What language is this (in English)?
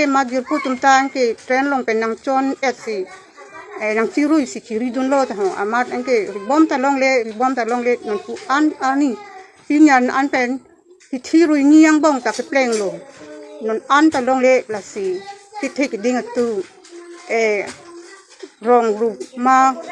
Karbi